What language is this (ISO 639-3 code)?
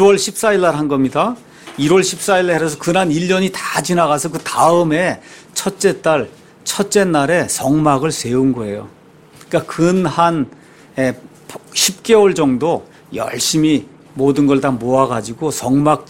kor